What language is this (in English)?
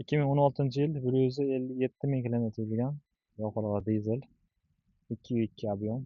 Uzbek